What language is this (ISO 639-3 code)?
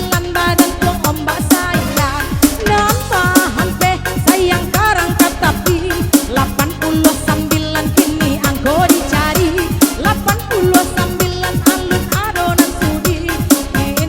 min